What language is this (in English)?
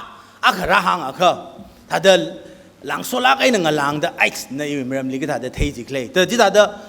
Tangkhul Naga (India)